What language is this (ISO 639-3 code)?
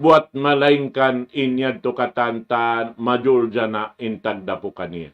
tsg